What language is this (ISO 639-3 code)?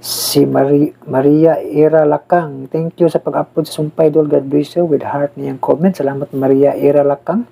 ceb